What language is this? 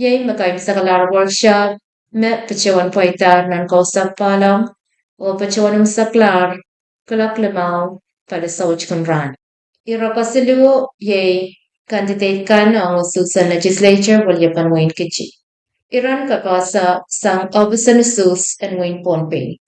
Pohnpeian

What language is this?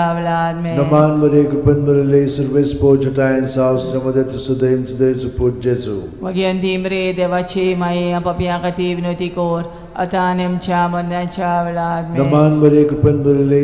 Konkani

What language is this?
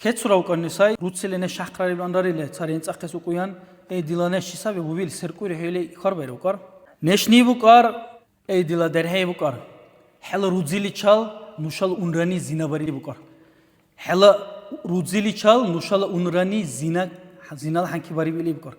Dargwa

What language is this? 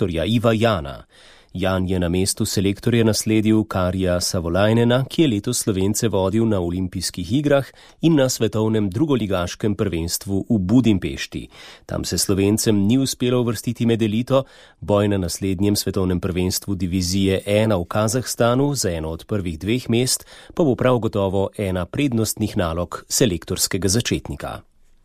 Slovenian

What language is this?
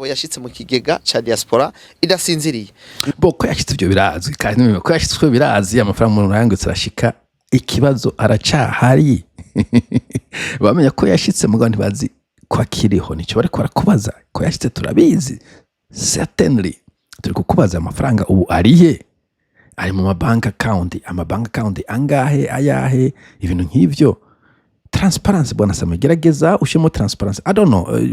Rundi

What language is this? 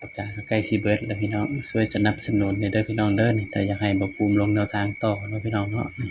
Northeastern Thai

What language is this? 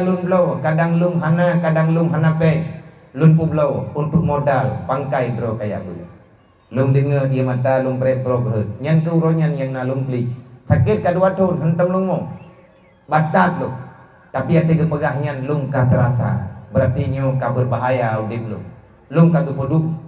Achinese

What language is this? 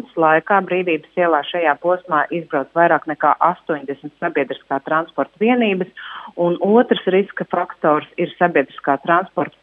Latvian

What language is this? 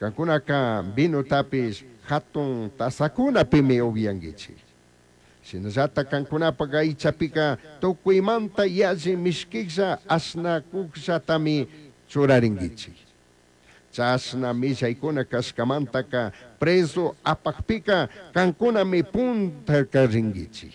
Chimborazo Highland Quichua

